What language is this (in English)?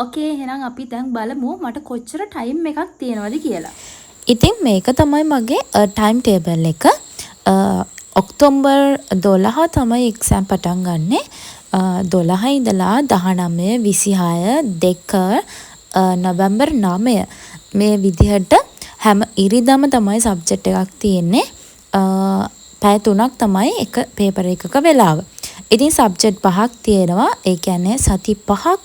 Sinhala